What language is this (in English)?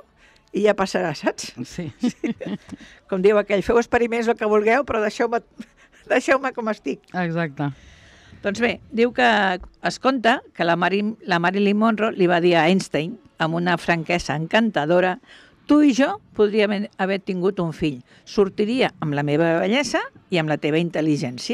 Catalan